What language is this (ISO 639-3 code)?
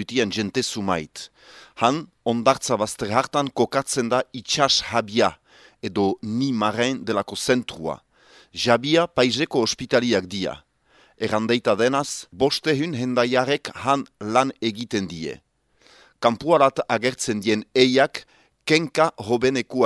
eus